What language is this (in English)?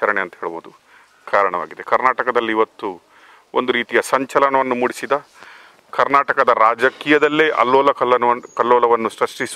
Kannada